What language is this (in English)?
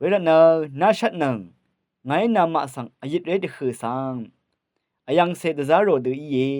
Rawang